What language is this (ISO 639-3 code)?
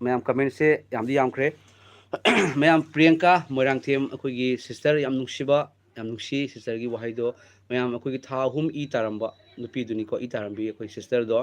mni